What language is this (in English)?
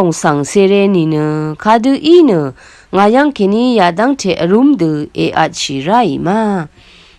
Rawang